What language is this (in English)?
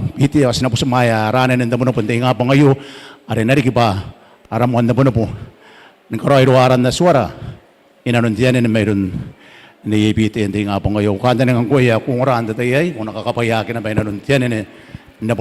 Gilbertese